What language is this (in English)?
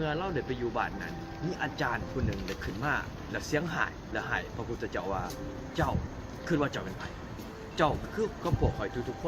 Lao